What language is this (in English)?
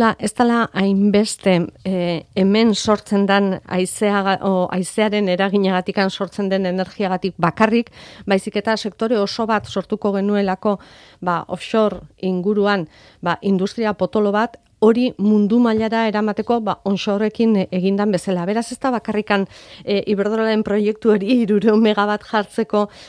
Basque